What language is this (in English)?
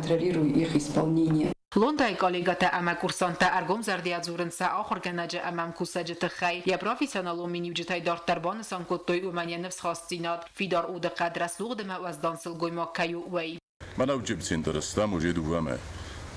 Ossetic